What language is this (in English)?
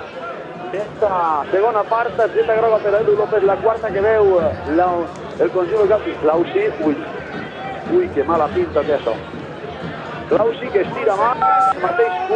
Catalan